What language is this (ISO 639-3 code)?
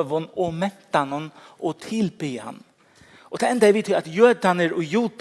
fao